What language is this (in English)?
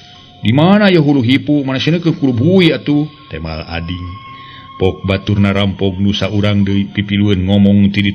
Sundanese